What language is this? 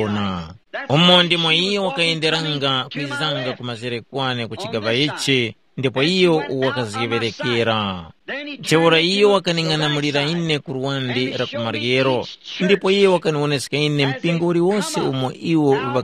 Tumbuka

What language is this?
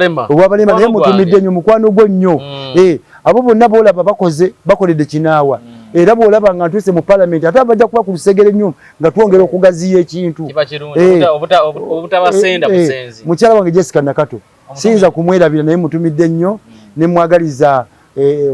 Ganda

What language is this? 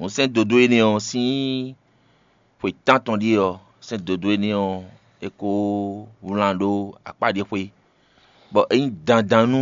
Fon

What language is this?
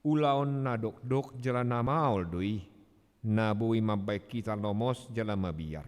Batak Toba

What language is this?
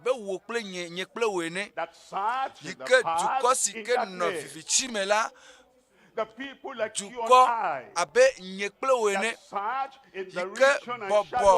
Ewe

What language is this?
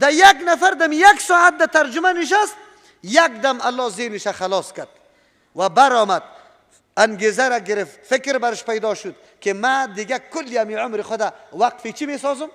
Persian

